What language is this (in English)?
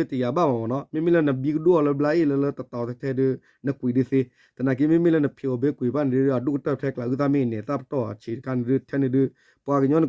S'gaw Karen